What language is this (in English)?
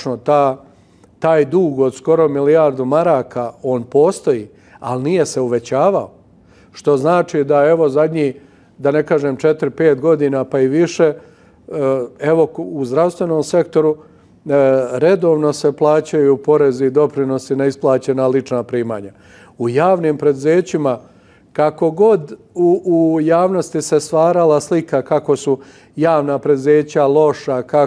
Bosnian